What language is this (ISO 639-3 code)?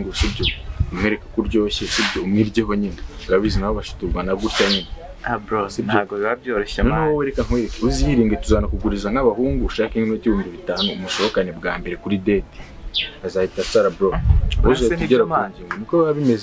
kin